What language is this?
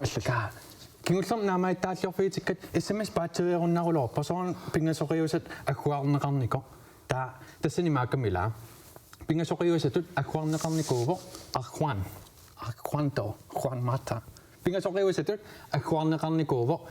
Kalaallisut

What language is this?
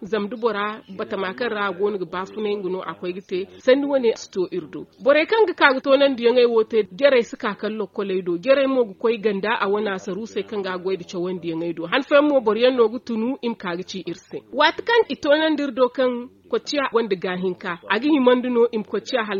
Zarma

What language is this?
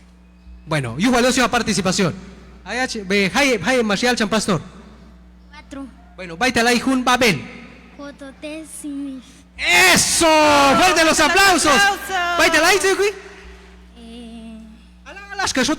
Q'anjob'al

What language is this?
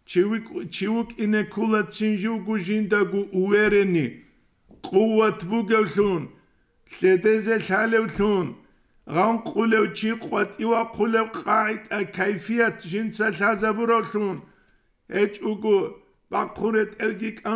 Avaric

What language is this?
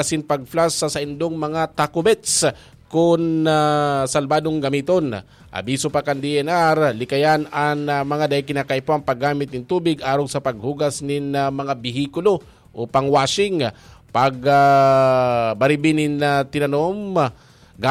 Bikol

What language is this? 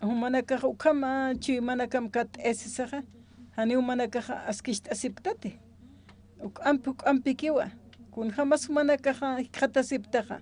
Aymara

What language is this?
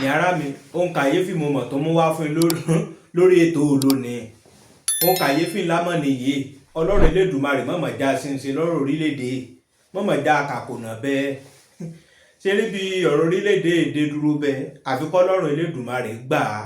Yoruba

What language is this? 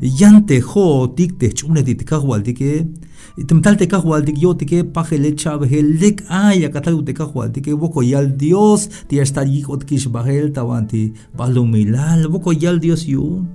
Tzeltal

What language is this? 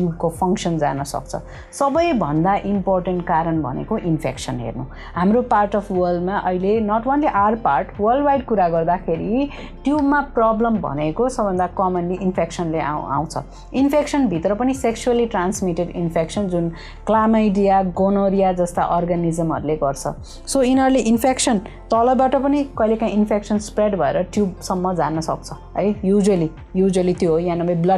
Nepali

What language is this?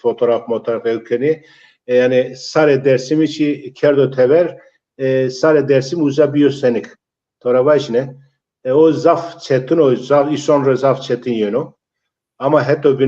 Zaza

